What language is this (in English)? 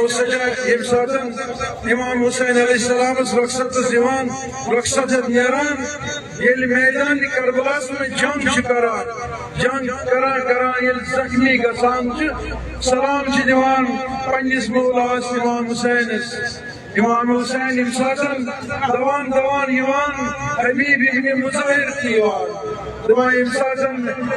Kashmiri